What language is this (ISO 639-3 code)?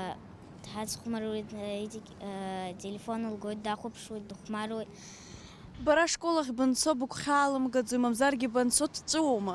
abk